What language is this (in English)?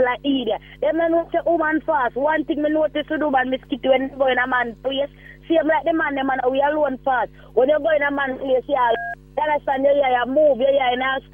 Jamaican Creole English